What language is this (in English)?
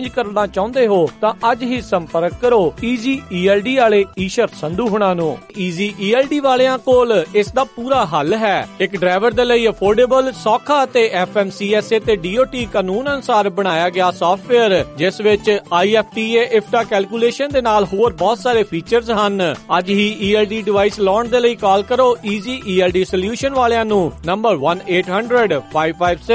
Punjabi